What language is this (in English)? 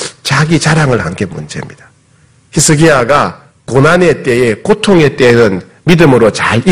Korean